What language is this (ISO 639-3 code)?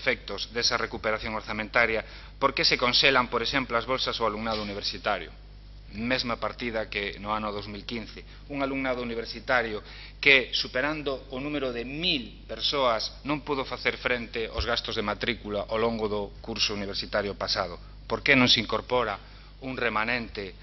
glg